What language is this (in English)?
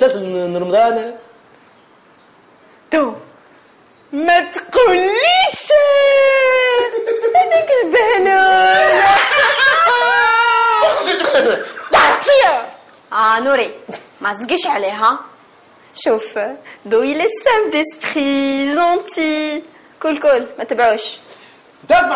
Tunisian Arabic